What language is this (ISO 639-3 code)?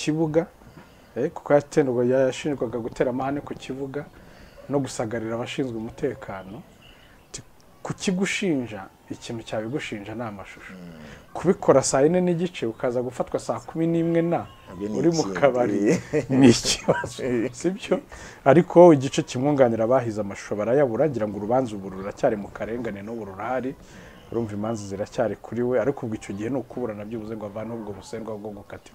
kin